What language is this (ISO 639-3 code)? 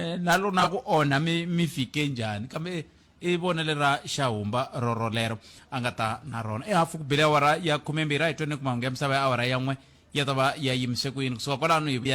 tso